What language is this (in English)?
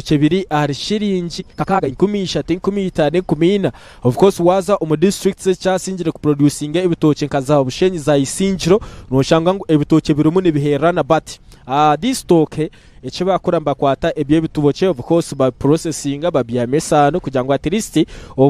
Nyankole